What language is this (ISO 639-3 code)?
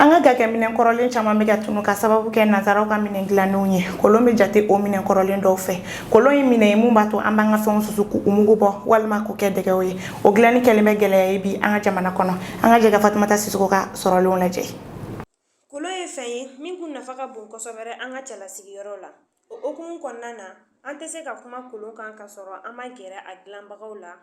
bam